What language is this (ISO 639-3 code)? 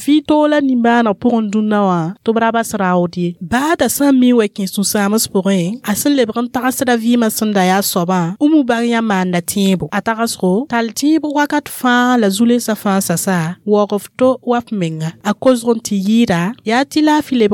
mos